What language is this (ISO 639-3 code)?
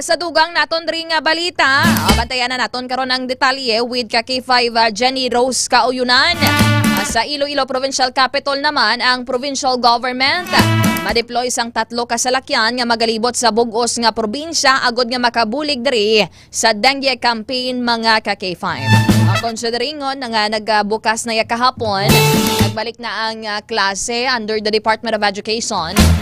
hil